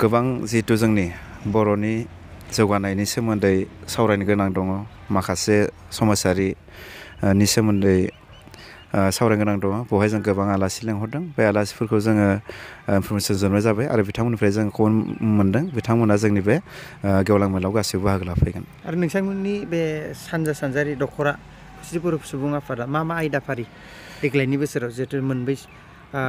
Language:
Bodo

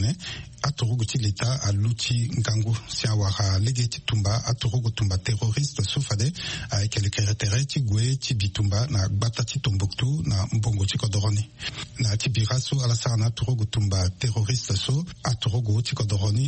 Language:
Sango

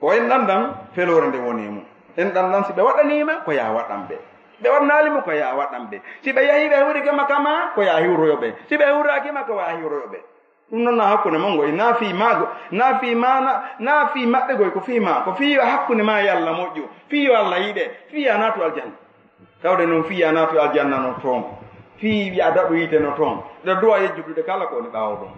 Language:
Fula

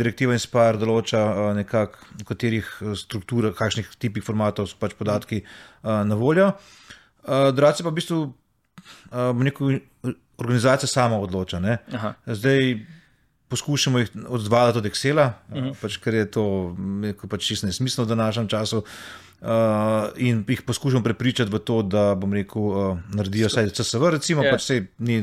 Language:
Slovenian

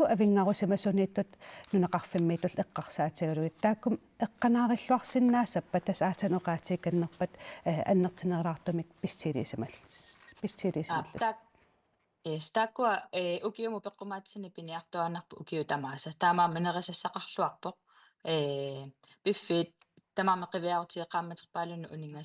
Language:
Kalaallisut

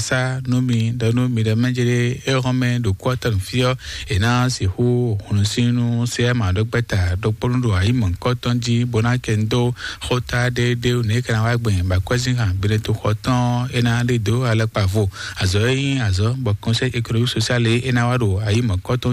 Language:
Fon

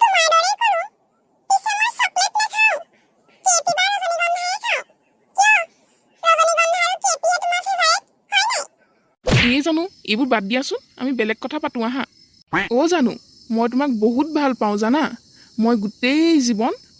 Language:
Assamese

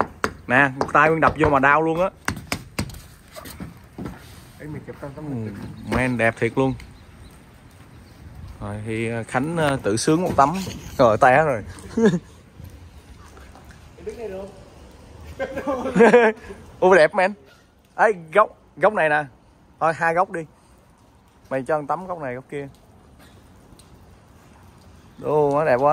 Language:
Vietnamese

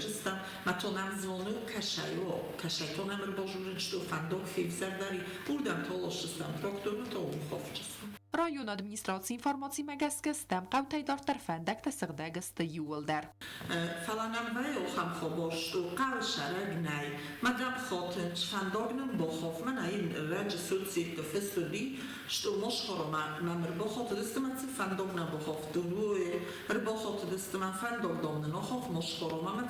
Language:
Ossetic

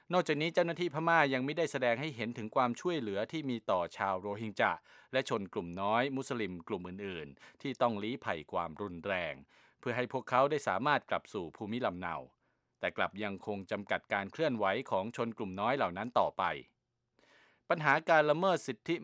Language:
Thai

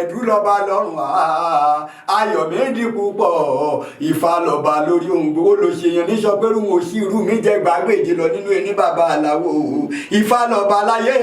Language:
Yoruba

